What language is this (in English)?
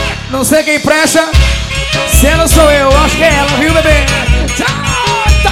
Portuguese